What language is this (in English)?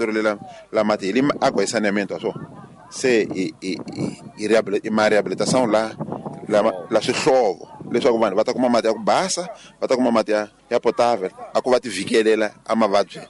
Tsonga